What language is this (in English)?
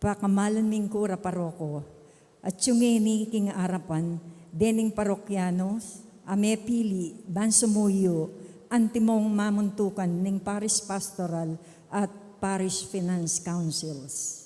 Pampanga